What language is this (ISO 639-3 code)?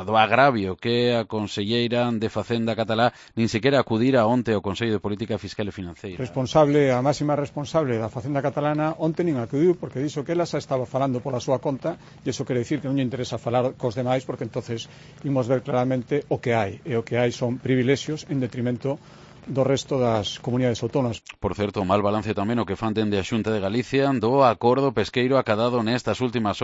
glg